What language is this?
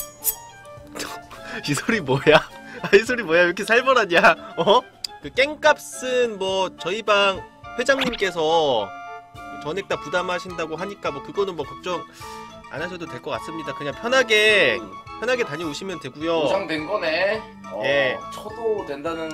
Korean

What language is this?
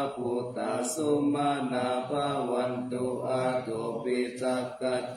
Pali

